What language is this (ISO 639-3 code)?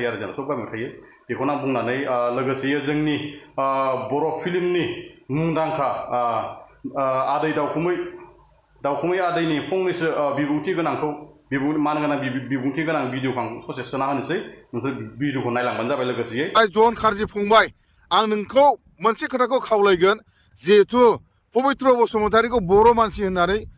brx